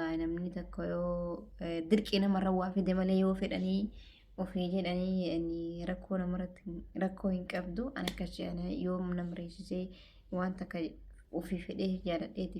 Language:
Oromo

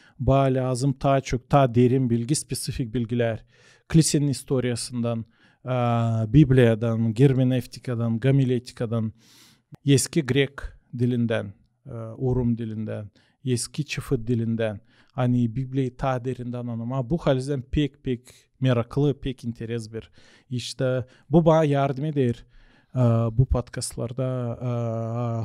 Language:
Gagauz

